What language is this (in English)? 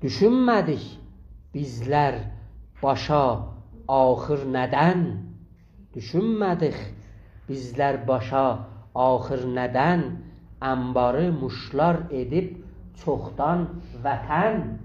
South Azerbaijani